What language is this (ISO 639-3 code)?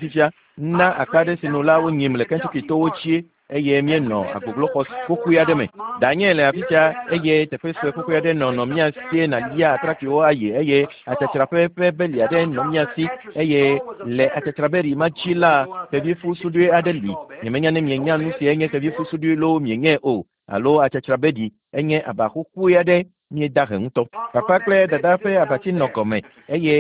ewe